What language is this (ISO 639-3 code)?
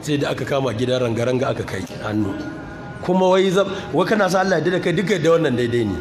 hau